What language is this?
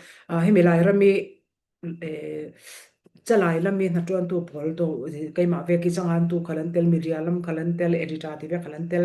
Falam Chin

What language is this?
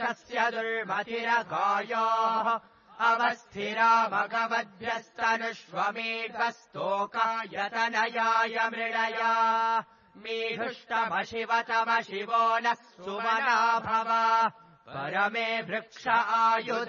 Sanskrit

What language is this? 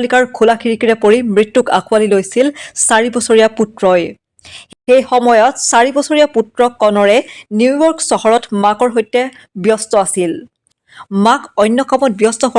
Assamese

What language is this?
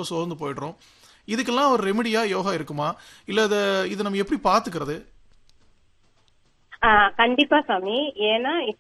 Tamil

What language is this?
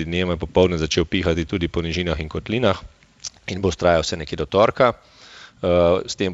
Slovenian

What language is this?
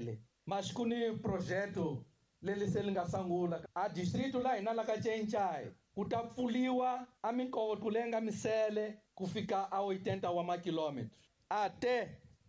Tsonga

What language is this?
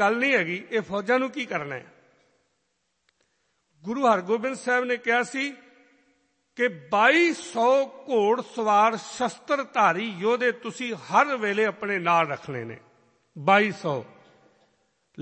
Punjabi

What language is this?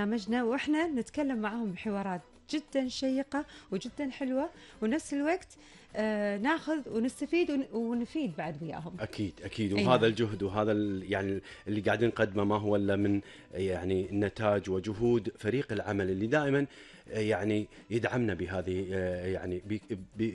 Gulf Arabic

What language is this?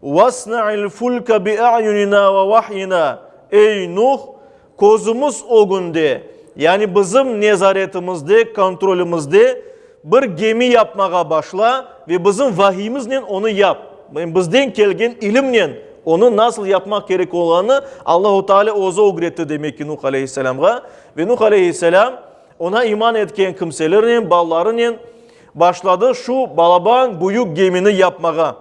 Crimean Tatar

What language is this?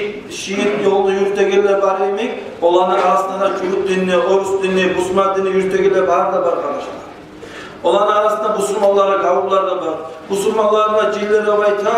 Kumyk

